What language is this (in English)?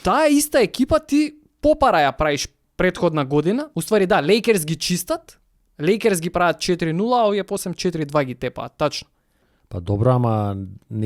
Macedonian